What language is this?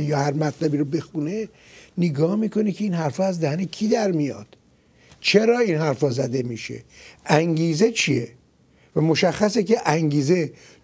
Persian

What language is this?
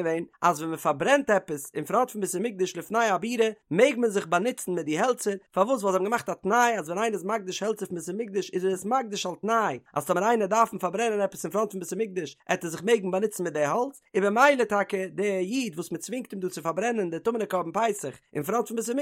Yiddish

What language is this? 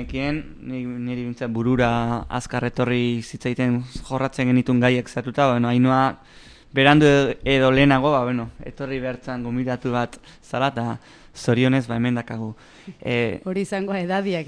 Basque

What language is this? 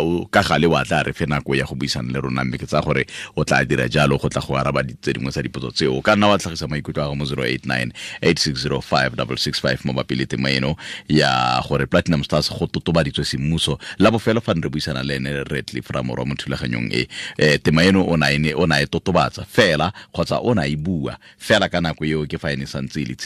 Tswana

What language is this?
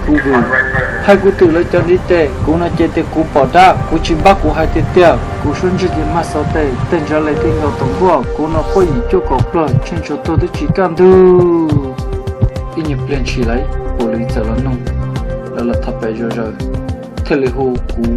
Hmong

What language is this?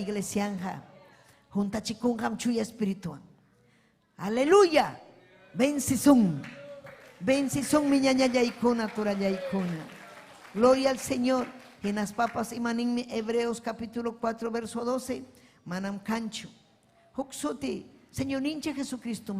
Ayacucho Quechua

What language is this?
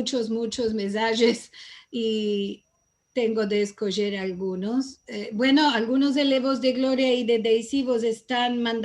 Ladino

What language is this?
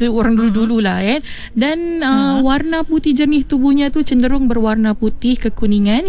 Malay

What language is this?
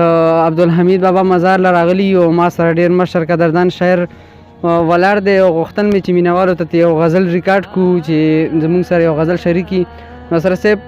Pashto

